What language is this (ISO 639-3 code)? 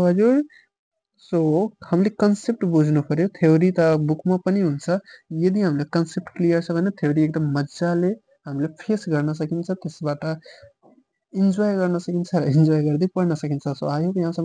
nep